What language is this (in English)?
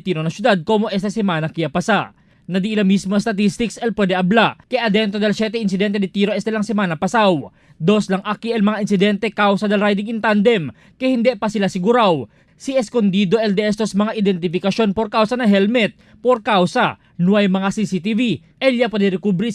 Chavacano